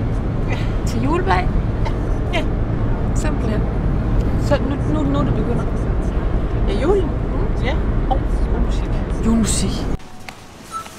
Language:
Danish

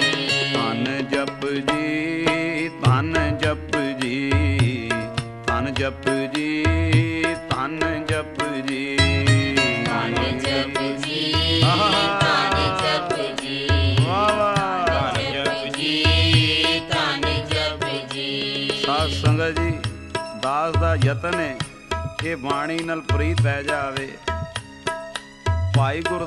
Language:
Punjabi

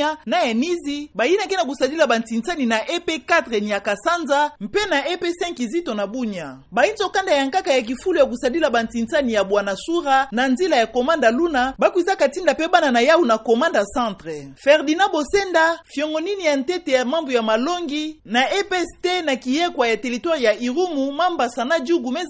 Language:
Kituba (Democratic Republic of Congo)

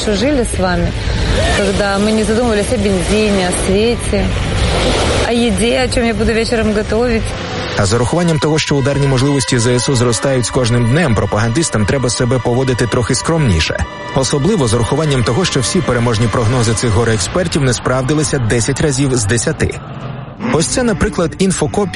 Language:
Ukrainian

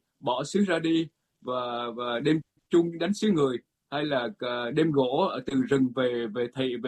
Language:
Vietnamese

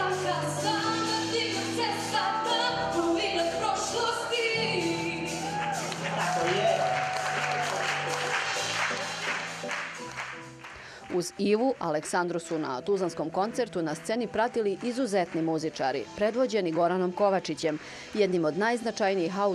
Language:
Bosnian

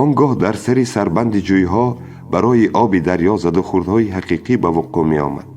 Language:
Tajik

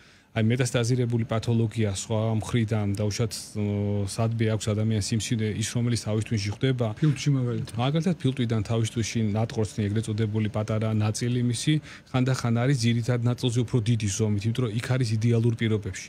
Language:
Georgian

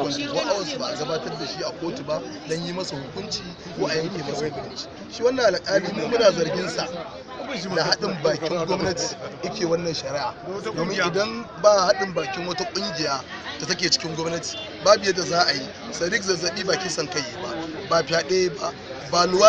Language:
Hausa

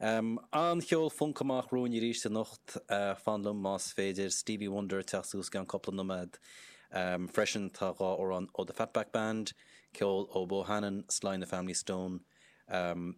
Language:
Irish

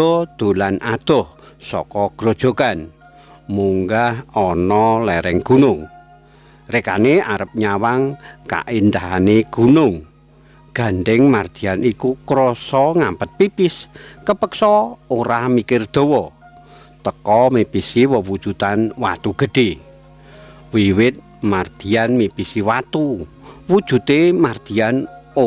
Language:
Javanese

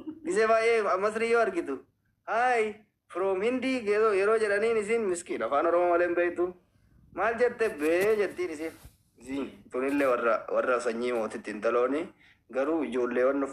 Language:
Oromo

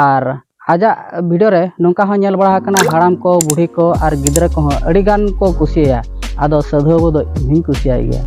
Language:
Santali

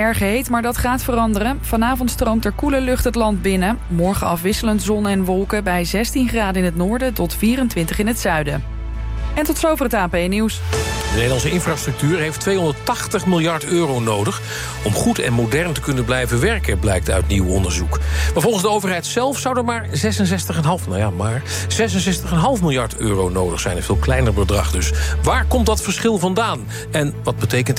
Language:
Dutch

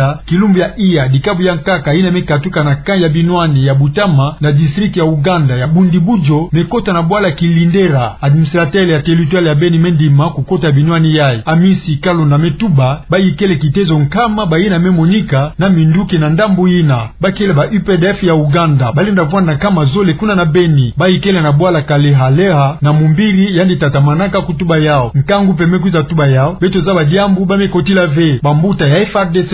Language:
Kituba (Democratic Republic of Congo)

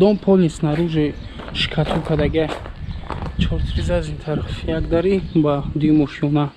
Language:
Tajik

